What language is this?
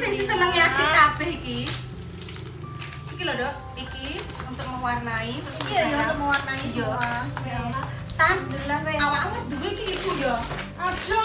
Javanese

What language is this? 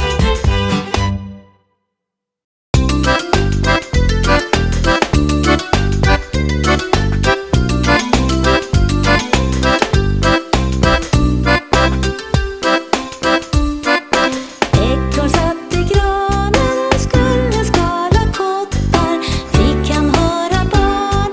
Swedish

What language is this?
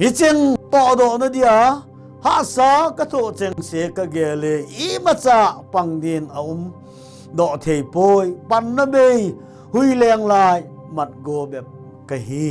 Thado Chin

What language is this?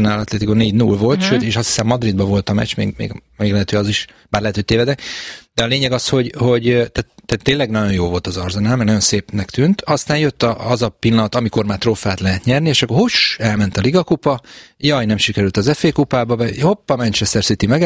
Hungarian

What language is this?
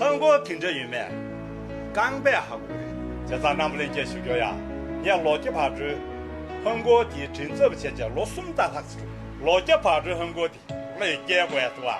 Tibetan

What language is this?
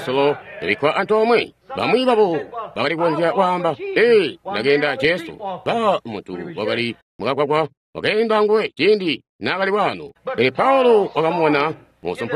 Tonga (Zambia)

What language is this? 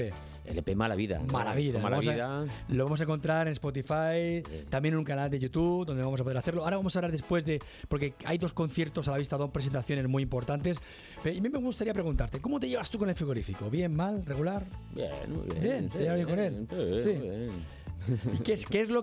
Spanish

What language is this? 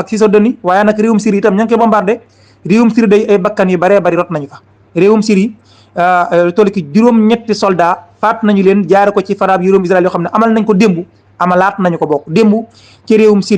Wolof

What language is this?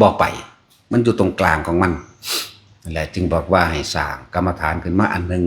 Northeastern Thai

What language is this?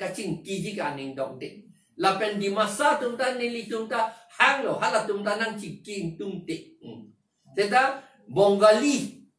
Karbi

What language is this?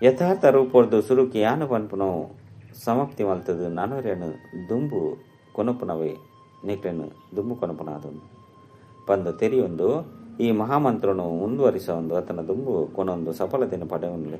Tulu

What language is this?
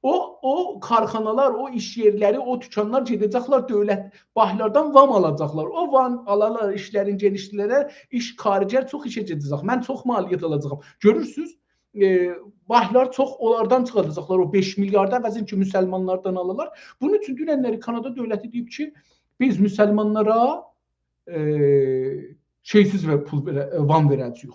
South Azerbaijani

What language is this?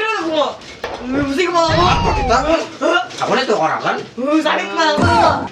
Banjar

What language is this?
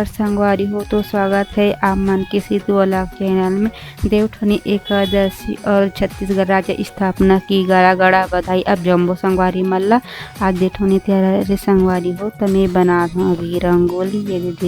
Chhattisgarhi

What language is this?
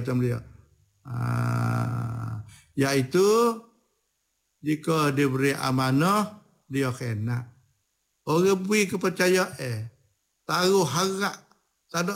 Malay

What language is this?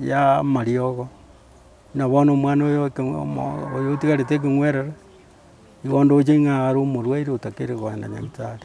Gusii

